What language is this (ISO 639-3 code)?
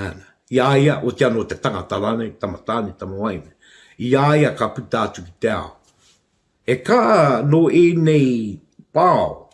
mri